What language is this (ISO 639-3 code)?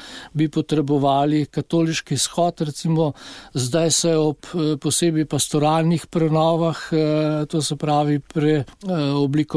slv